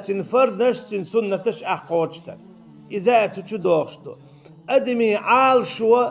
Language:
Chechen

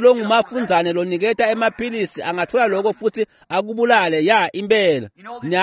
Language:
Swati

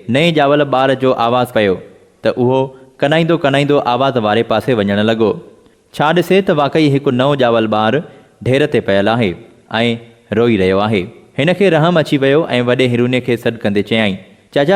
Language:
Sindhi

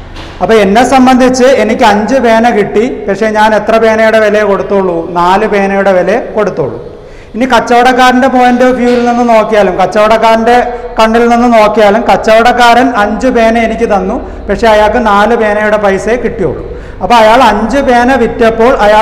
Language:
Malayalam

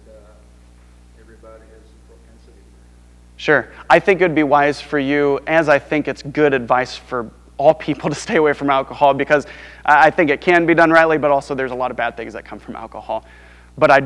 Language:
English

